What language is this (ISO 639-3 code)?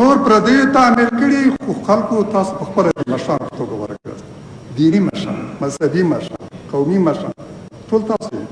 pus